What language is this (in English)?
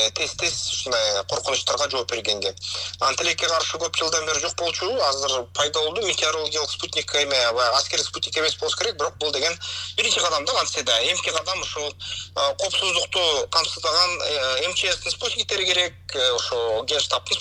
Kyrgyz